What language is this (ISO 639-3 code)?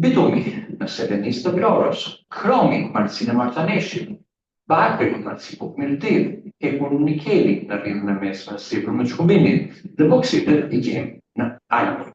sqi